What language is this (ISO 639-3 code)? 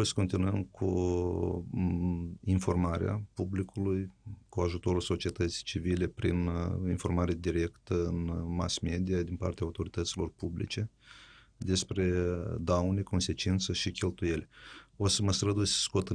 ron